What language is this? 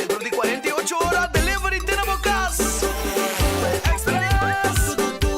Papiamento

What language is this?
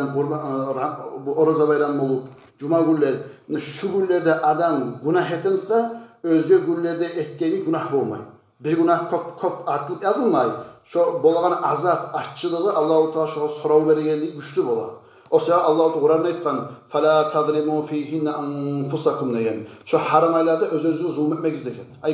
Kumyk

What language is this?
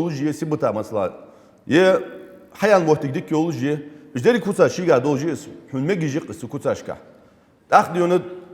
Ingush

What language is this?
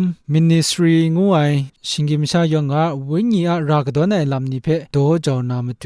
Kachin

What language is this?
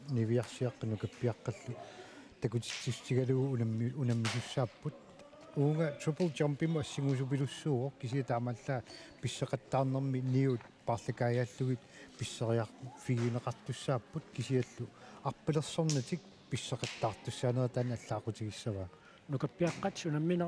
Kalaallisut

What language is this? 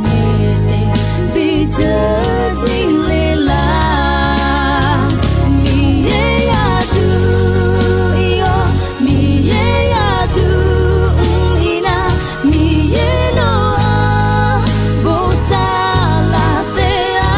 Akha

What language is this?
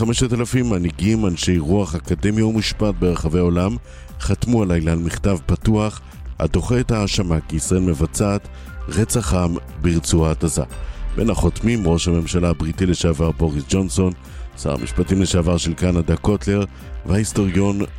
Hebrew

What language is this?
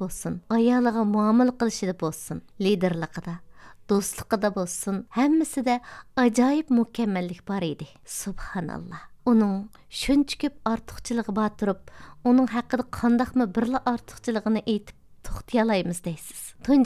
Uyghur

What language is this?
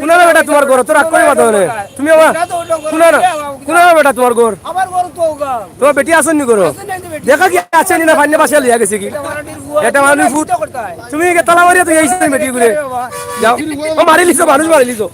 Sylheti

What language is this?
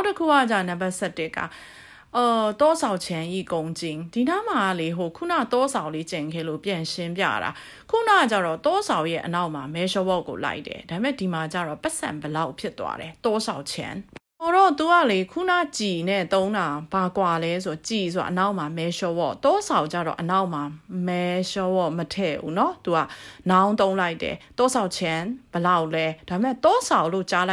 Burmese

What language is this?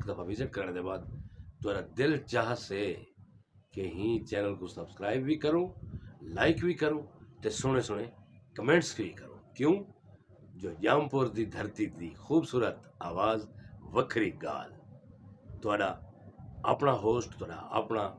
Saraiki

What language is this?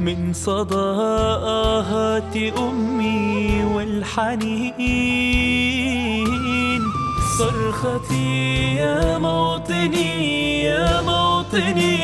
Mesopotamian Arabic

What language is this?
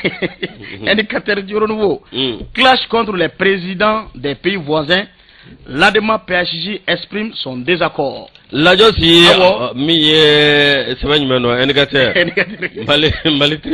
Bambara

